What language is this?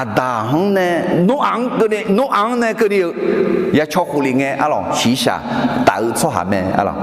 Akha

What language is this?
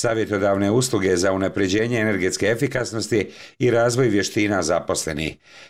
Bosnian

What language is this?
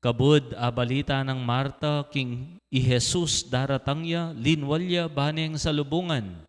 Pampanga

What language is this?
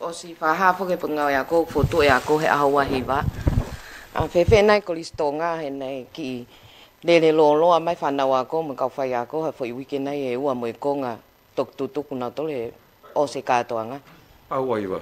Tongan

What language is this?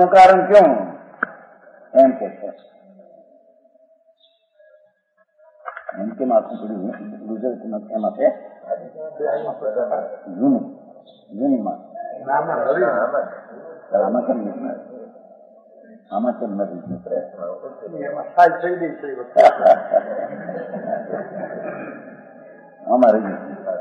Gujarati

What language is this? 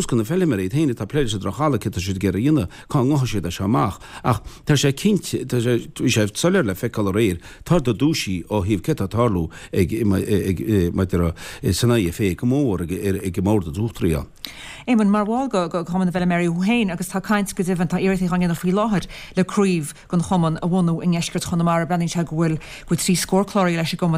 Irish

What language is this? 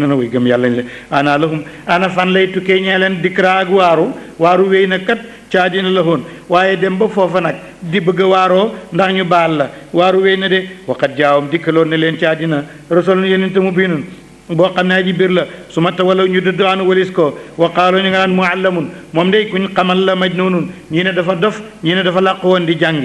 Wolof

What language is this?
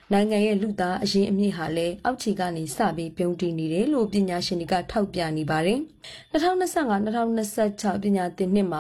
Burmese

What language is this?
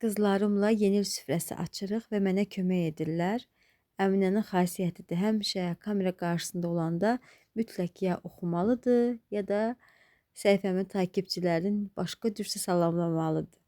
Azerbaijani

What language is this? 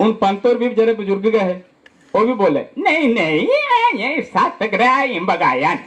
Dogri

